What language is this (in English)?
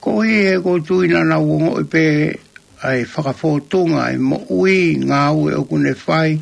Tongan